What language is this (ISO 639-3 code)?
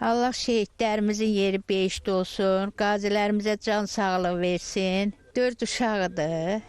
aze